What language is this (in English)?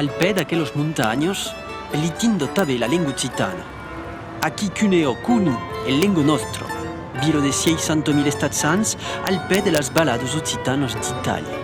Occitan